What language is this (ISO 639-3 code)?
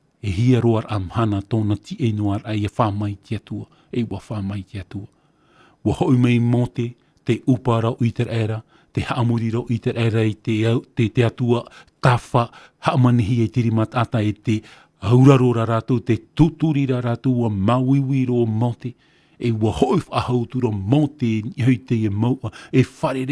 tah